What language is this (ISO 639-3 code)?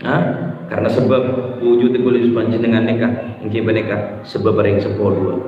mad